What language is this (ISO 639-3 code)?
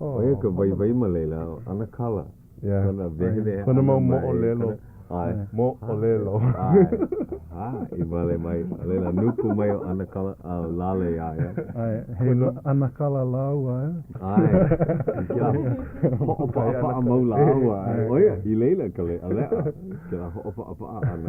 haw